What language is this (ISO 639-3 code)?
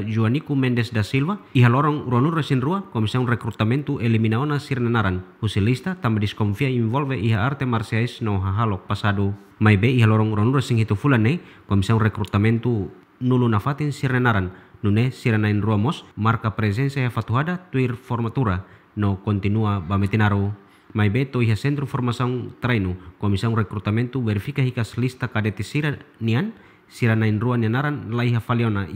tet